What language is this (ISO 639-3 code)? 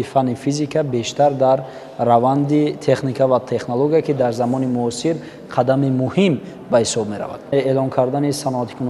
tgk